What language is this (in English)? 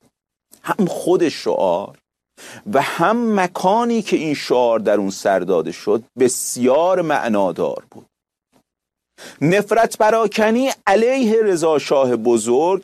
Persian